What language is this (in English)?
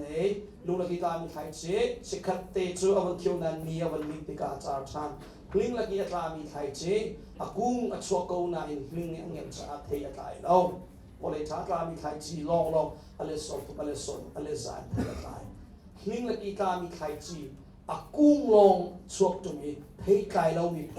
Hakha Chin